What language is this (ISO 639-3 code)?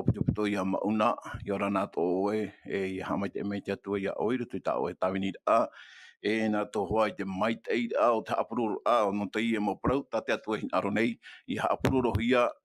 tah